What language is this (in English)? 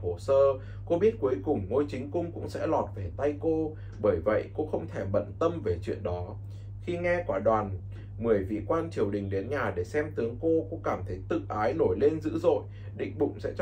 Vietnamese